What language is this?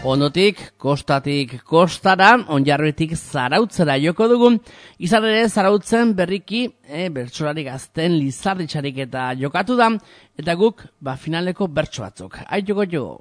Basque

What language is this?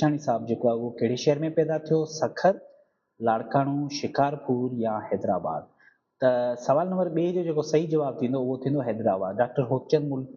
Sindhi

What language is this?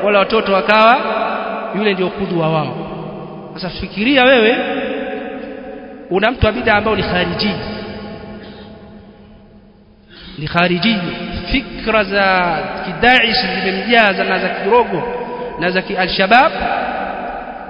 Swahili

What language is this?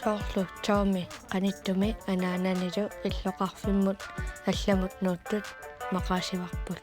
Kalaallisut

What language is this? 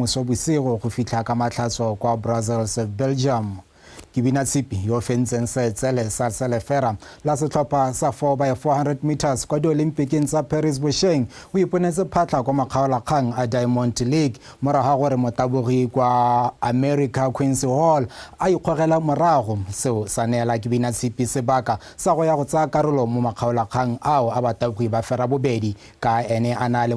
Tswana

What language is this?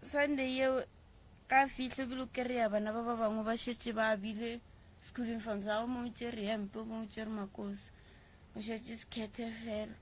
Northern Sotho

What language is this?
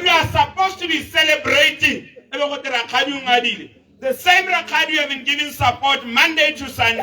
Tswana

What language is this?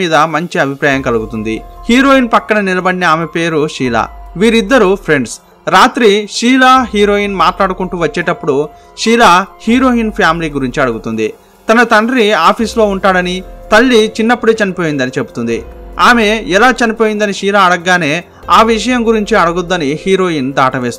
Telugu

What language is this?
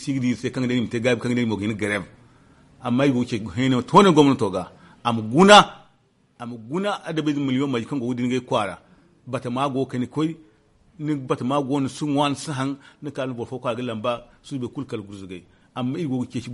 Zarma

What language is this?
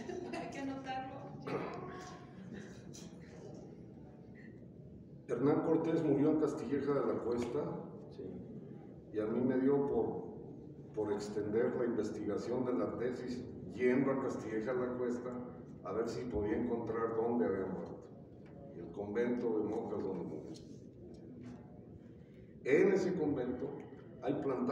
Spanish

